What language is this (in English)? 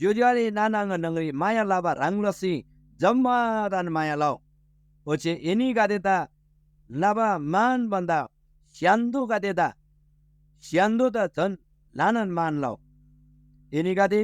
Eastern Tamang